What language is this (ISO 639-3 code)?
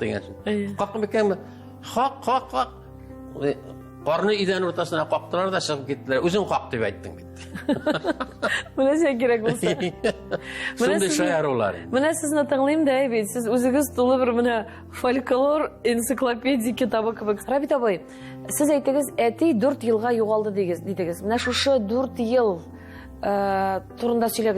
tat